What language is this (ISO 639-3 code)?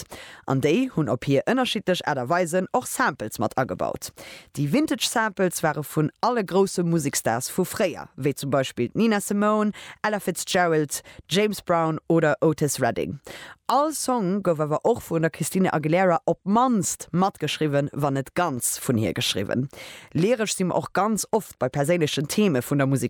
ltz